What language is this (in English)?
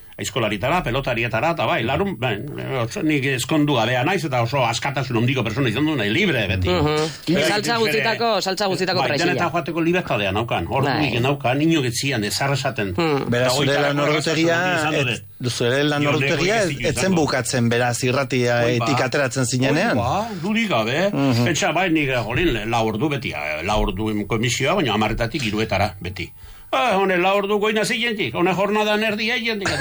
Basque